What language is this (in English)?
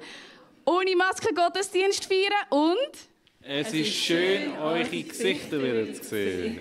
Swiss German